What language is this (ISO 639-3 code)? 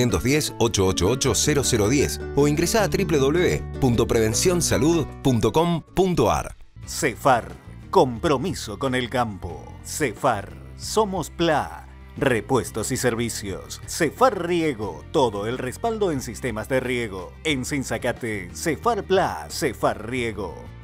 spa